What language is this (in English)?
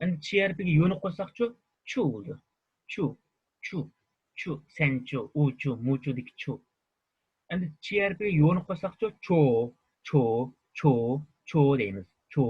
Uyghur